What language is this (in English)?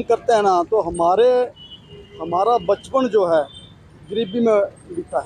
Hindi